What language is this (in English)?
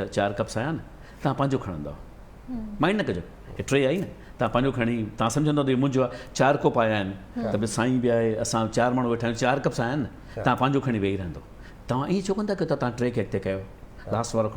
Sindhi